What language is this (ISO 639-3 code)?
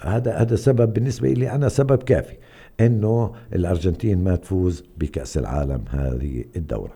apc